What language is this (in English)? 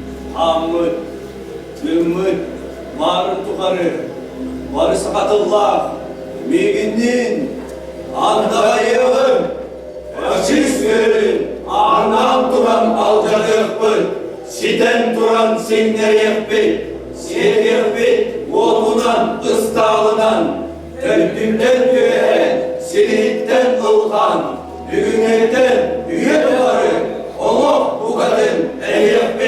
Yakut